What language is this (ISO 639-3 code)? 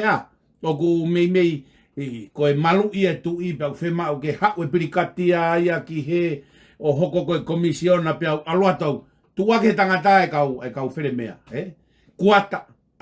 ton